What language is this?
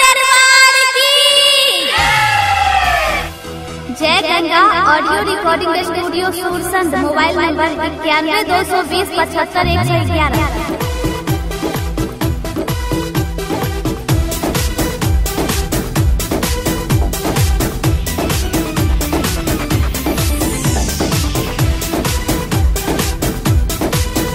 Bhojpuri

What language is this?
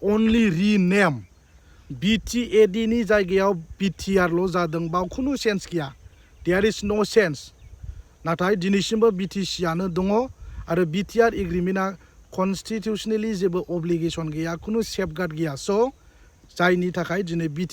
Bodo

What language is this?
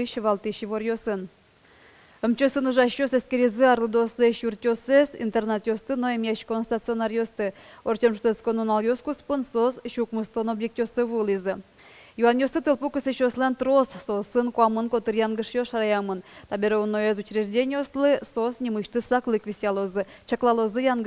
Udmurt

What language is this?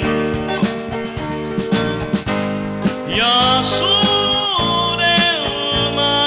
Finnish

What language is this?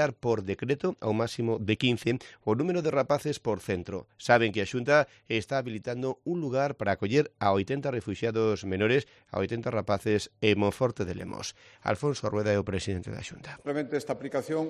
Galician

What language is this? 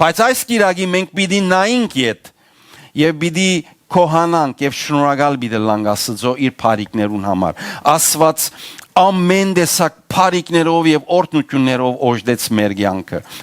Western Armenian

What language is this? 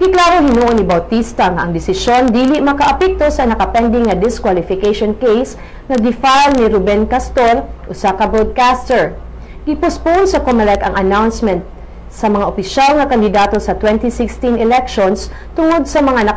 Cebuano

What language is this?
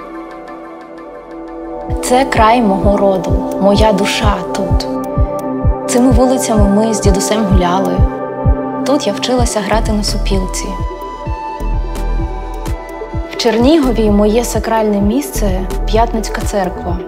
Ukrainian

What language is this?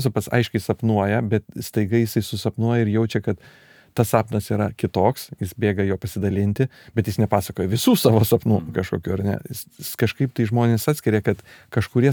Lithuanian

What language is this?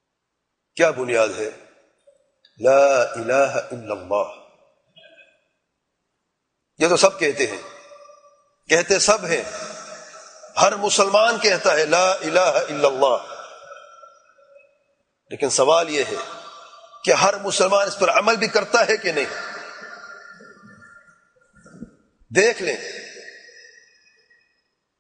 Urdu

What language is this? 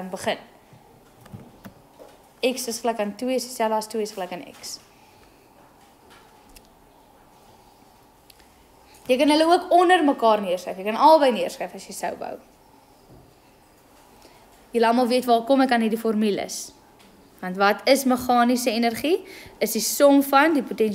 Afrikaans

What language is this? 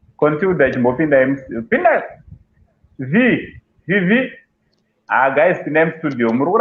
Shona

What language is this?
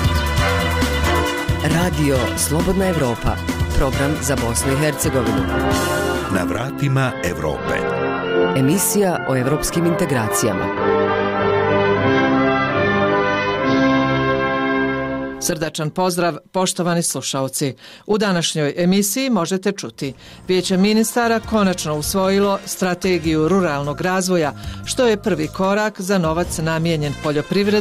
Bosnian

